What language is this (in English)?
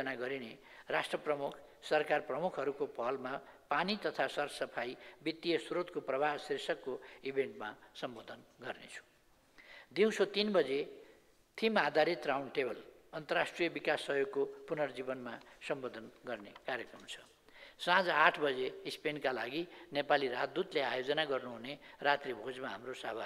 Nepali